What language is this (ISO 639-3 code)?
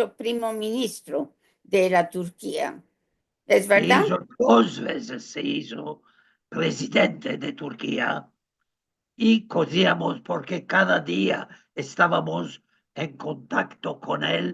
lad